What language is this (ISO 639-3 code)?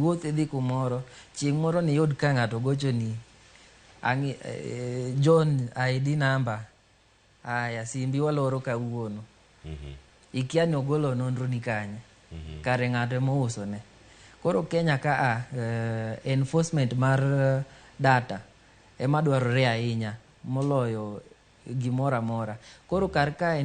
luo